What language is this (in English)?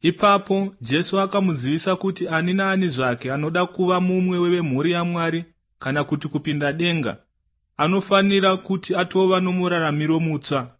Shona